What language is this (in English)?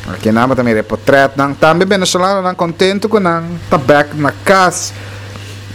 Papiamento